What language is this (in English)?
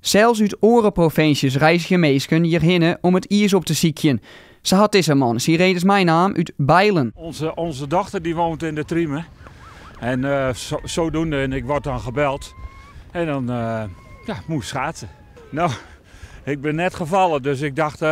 Western Frisian